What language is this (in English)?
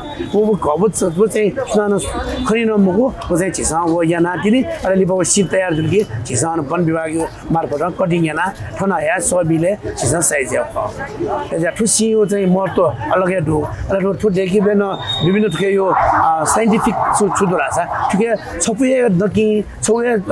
Newari